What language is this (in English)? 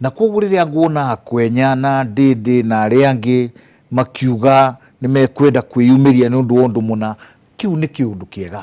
Kikuyu